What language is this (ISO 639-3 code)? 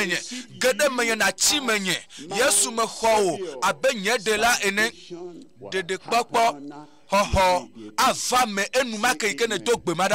ewe